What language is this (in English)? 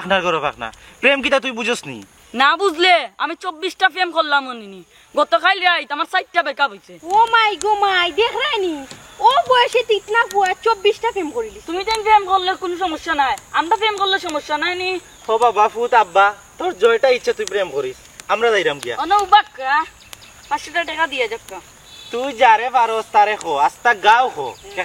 Sylheti